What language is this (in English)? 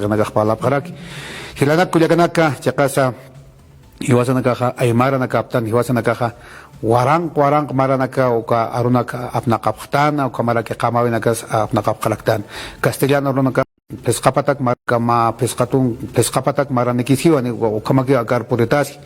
Aymara